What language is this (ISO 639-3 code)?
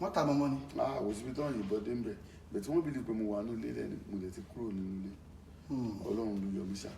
yor